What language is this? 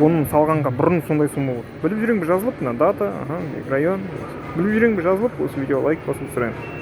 Kazakh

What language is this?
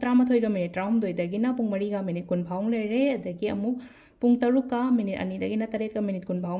Manipuri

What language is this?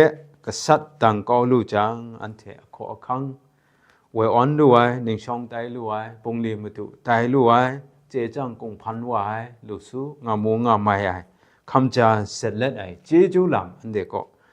Kachin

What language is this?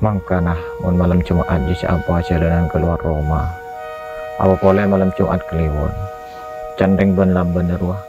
Madurese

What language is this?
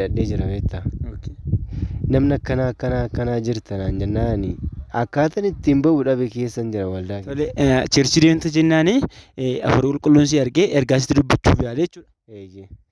Oromo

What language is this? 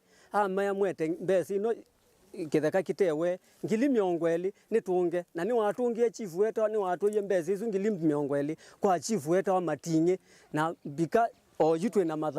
Kamba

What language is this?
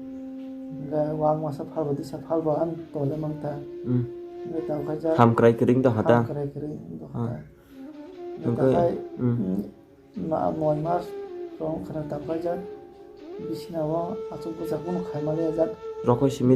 Kok Borok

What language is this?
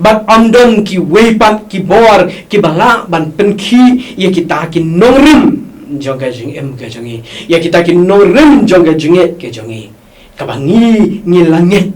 Khasi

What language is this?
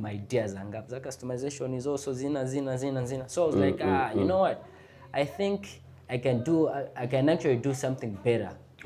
Nyanja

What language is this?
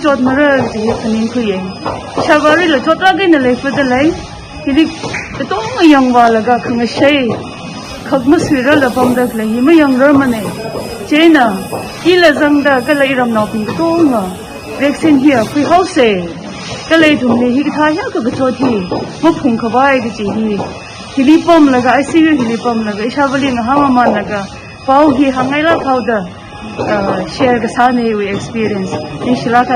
Tangkhul Naga (India)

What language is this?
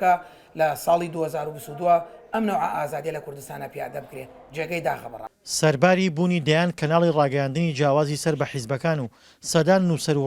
Central Kurdish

